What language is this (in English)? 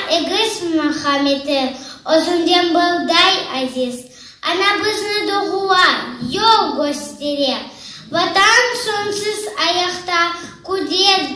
Crimean Tatar